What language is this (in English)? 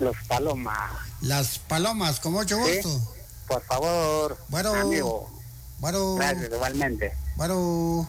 Kekchí